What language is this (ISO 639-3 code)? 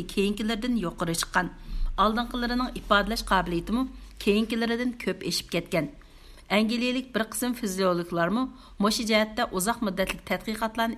uig